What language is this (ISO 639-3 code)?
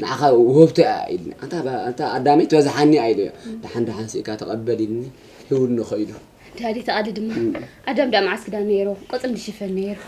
tir